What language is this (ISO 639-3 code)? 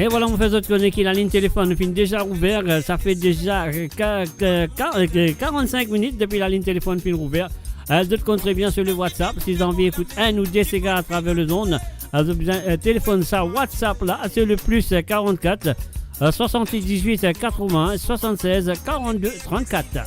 mfe